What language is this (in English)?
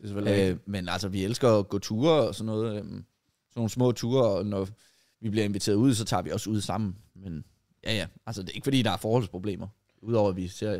Danish